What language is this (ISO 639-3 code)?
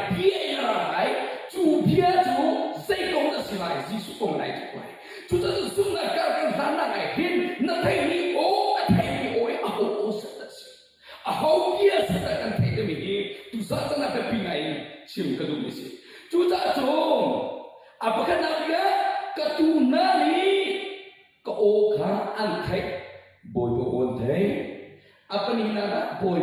cnh